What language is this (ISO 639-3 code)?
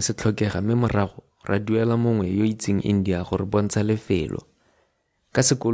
tsn